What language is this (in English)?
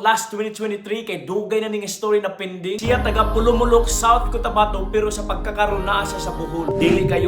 Cebuano